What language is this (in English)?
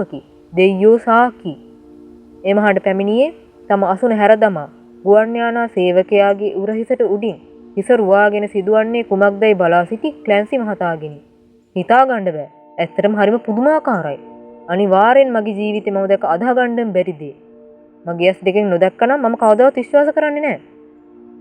Sinhala